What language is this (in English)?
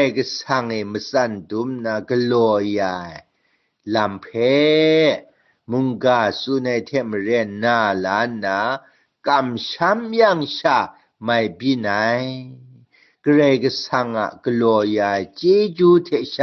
Kachin